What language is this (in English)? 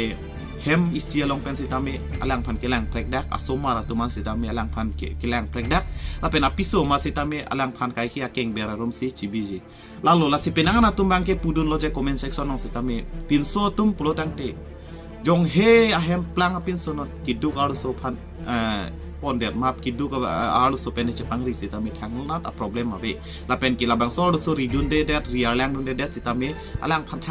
Karbi